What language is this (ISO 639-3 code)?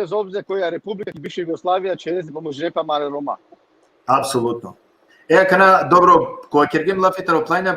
rmn